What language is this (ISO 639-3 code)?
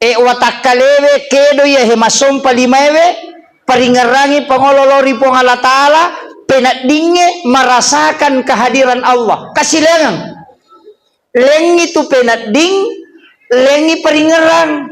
bug